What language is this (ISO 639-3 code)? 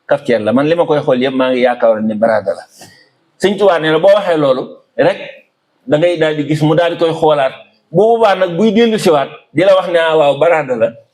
wol